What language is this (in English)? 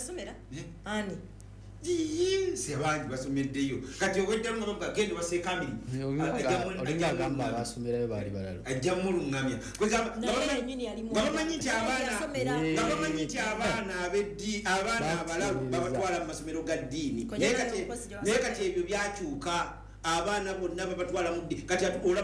Ganda